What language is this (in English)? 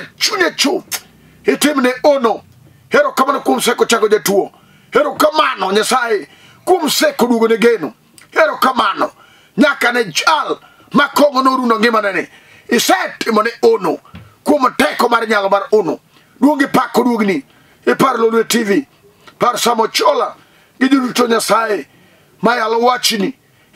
Luo (Kenya and Tanzania)